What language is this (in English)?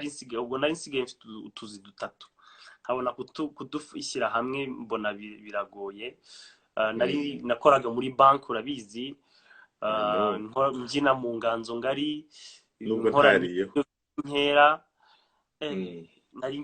Kinyarwanda